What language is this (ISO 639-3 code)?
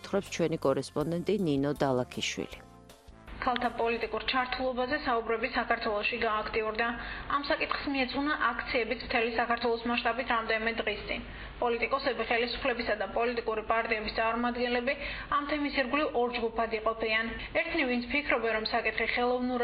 kat